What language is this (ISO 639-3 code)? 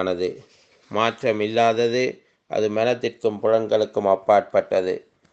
tam